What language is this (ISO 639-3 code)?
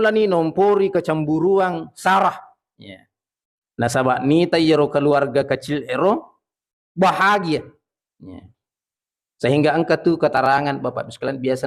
bug